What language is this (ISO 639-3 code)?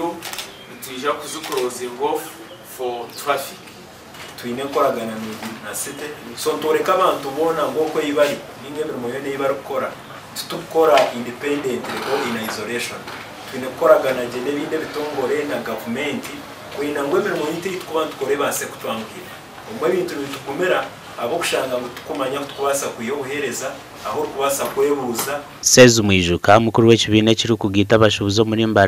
nyn